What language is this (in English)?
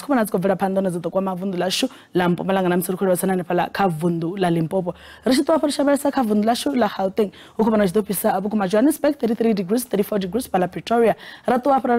Venda